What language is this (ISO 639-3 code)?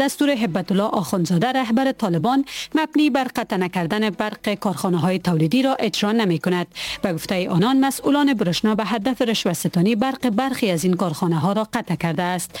fas